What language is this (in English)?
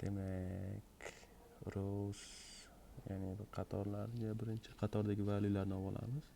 Uzbek